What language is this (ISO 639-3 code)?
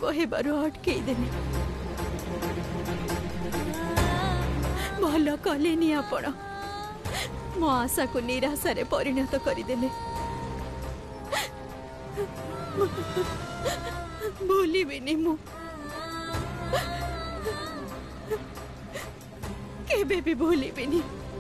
ori